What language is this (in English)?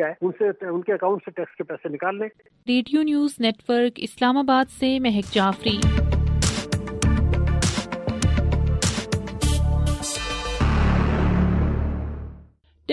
Urdu